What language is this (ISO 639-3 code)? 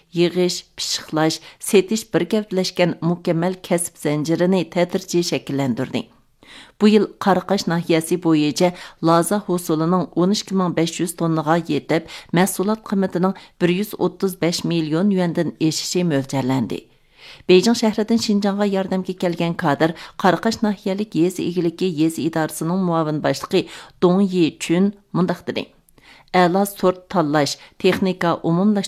uig